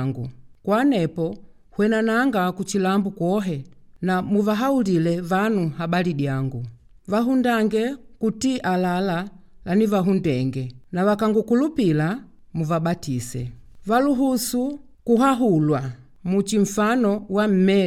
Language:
Makonde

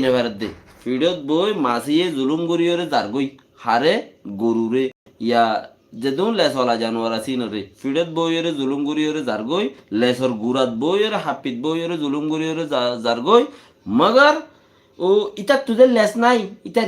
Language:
Rohingya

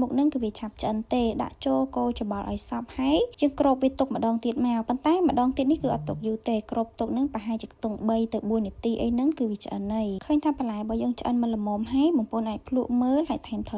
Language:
Khmer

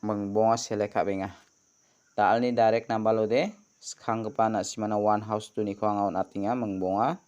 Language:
Garo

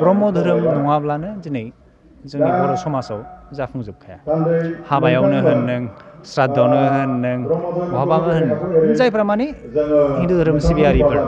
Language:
Bodo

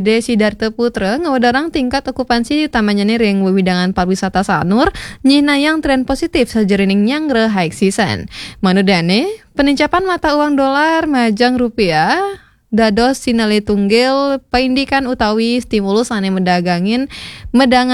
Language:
Balinese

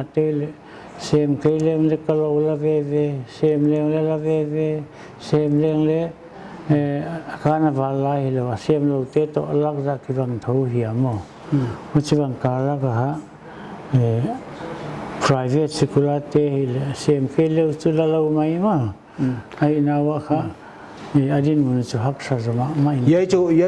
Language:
Paite Chin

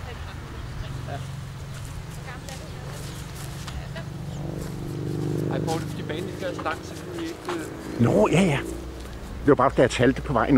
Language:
Danish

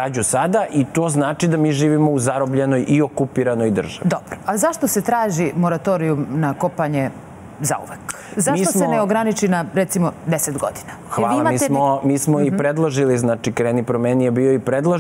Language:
Serbian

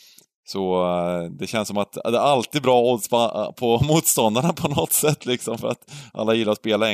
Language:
Swedish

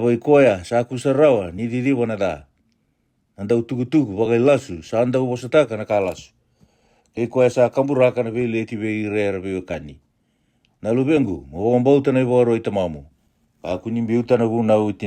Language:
Fijian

